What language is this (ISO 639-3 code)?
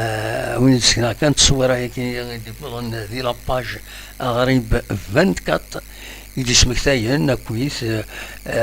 kab